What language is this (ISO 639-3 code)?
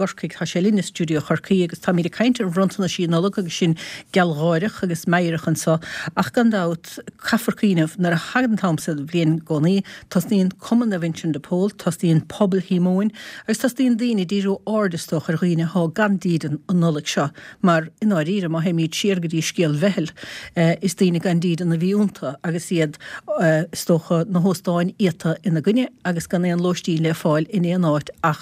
gle